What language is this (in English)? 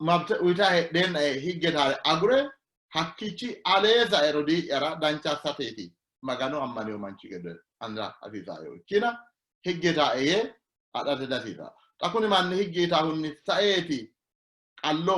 Sidamo